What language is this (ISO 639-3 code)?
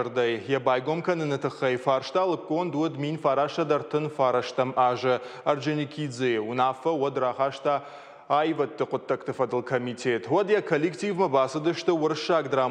oss